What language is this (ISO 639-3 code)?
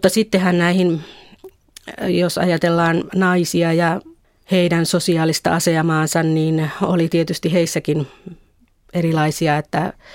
fin